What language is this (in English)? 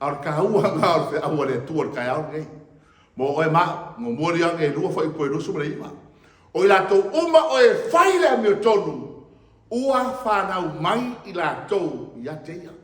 Samoan